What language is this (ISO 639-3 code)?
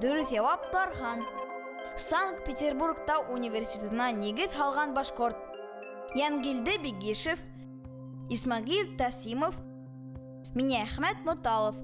bak